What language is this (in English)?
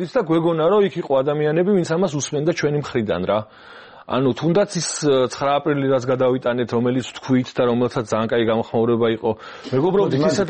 Georgian